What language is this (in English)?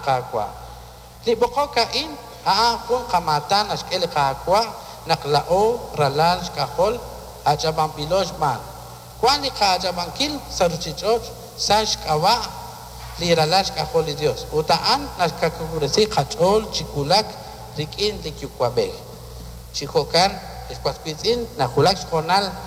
Kekchí